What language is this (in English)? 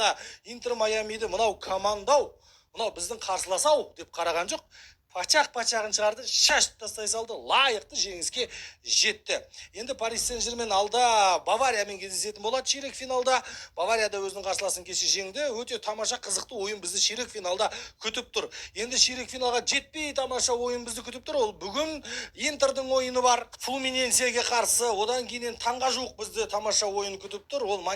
Kazakh